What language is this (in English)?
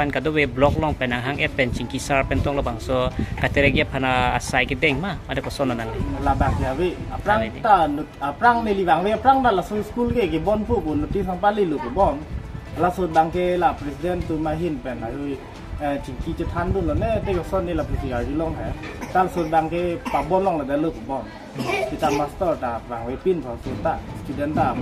Karbi